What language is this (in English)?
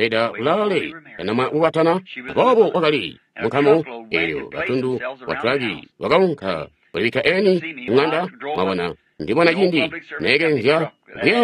Tonga (Zambia)